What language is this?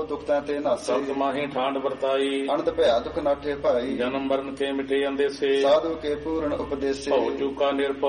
Punjabi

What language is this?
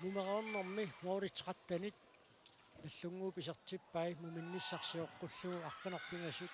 Kalaallisut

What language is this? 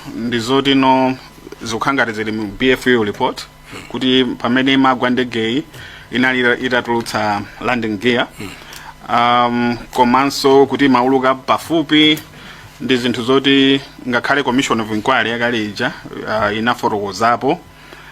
Nyanja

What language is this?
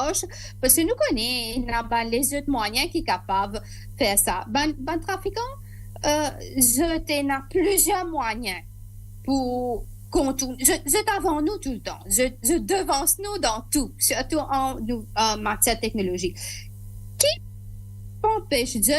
Morisyen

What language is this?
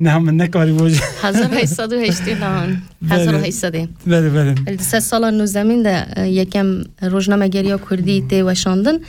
Kurdish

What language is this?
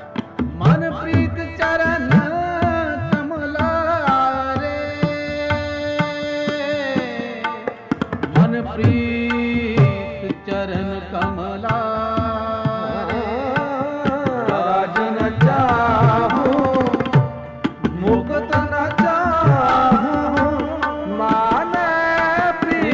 Punjabi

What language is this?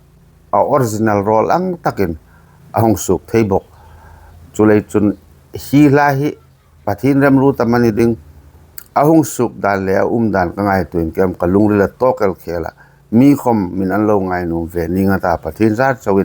Hmar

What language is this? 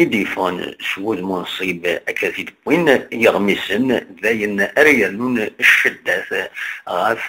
Kabyle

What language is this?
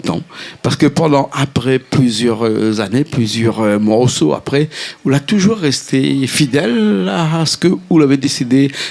Réunion Creole French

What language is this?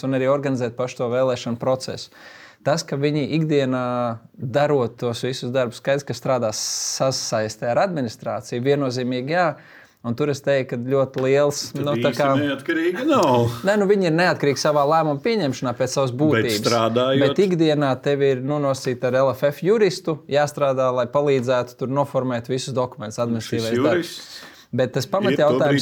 Latvian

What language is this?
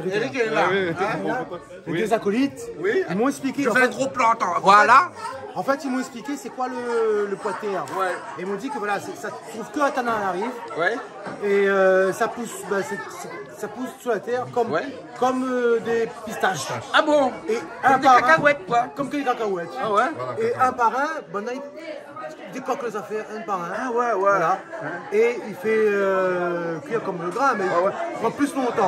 Réunion Creole French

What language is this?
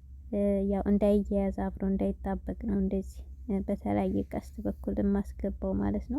Amharic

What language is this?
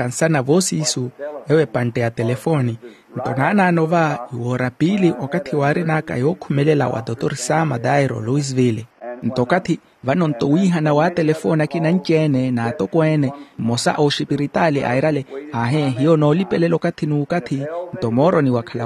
Makhuwa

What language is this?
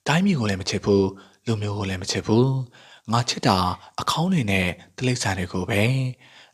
Burmese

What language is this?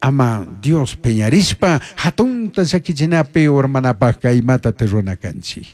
Chimborazo Highland Quichua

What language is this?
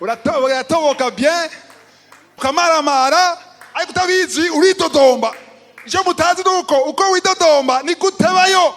Rundi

